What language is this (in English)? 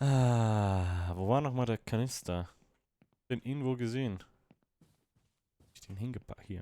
Swiss German